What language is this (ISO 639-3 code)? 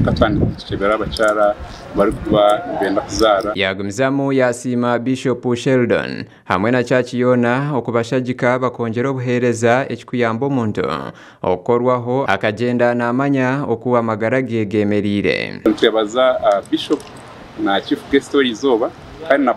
nyn